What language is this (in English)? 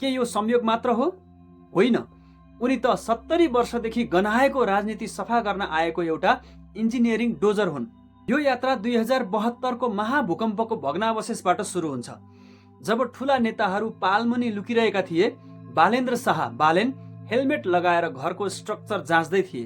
Nepali